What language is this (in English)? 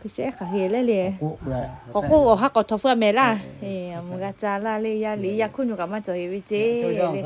Lahu